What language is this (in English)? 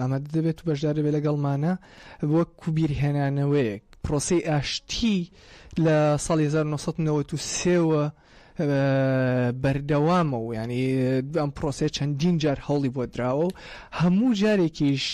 Central Kurdish